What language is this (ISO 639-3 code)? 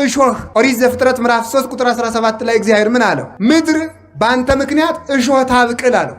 amh